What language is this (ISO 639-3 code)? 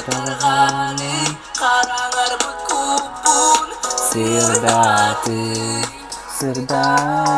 sah